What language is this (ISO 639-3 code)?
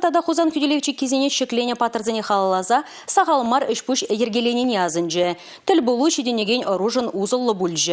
chv